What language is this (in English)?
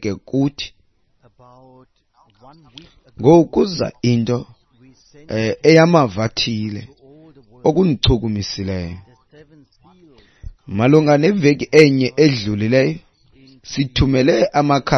Xhosa